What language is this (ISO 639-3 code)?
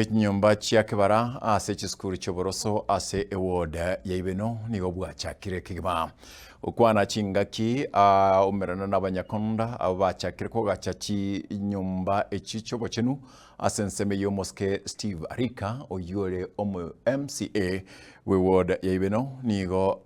guz